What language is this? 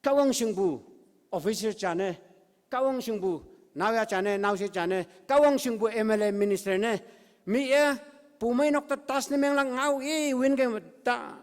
Konyak Naga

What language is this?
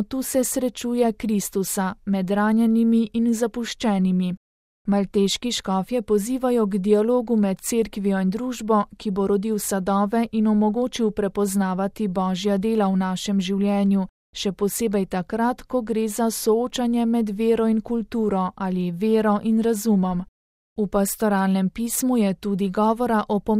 Slovenian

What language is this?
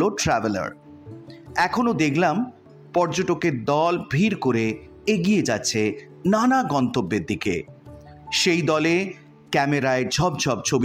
Bangla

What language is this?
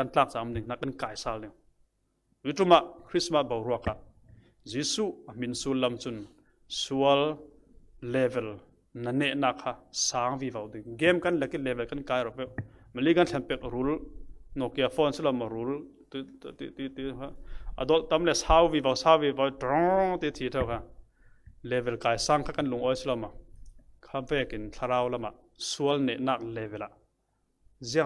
Falam Chin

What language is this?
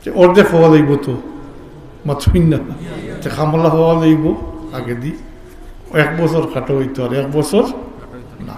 Sylheti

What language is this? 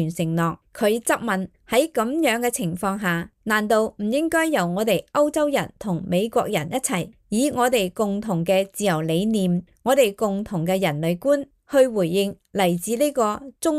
Cantonese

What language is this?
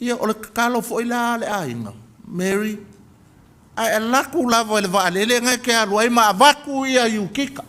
Samoan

